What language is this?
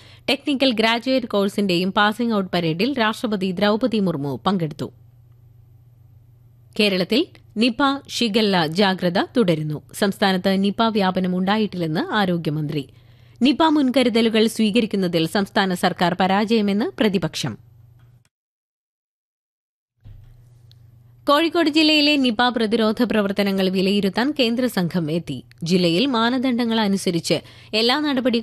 Malayalam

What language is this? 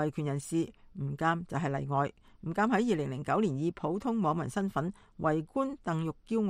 Cantonese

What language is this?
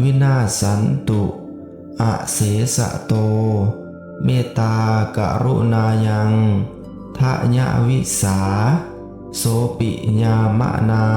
Pali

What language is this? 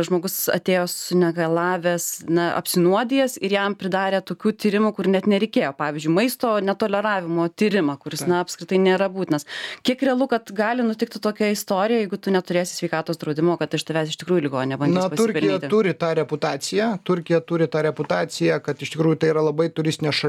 Lithuanian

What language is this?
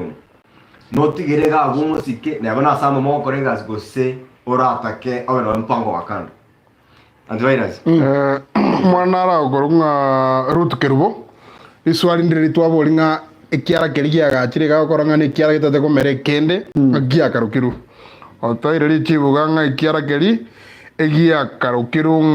Gusii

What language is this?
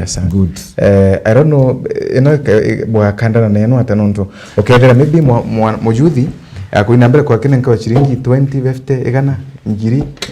Meru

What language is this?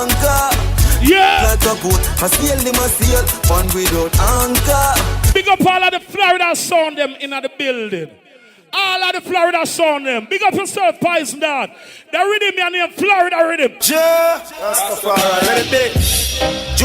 Jamaican Creole English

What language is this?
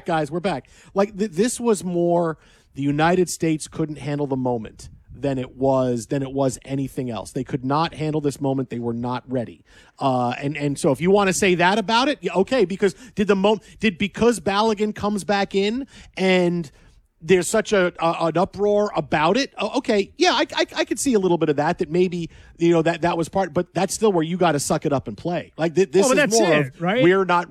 English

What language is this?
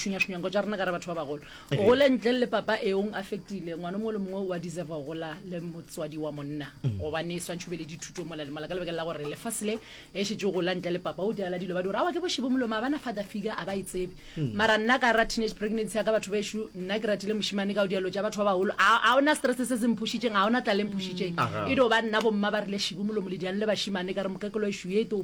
Northern Sotho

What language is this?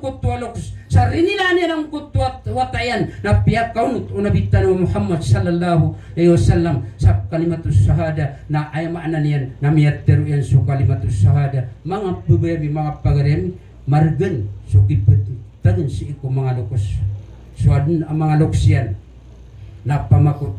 Maranao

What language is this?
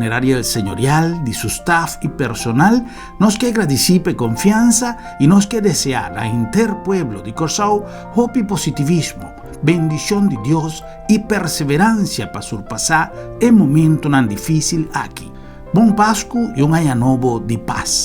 Papiamento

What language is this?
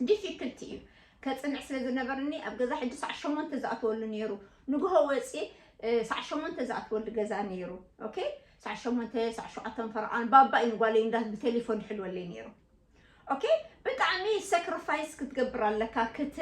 Tigrinya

